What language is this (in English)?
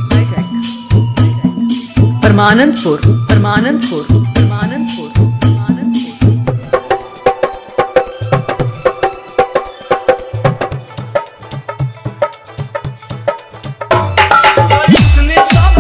Bhojpuri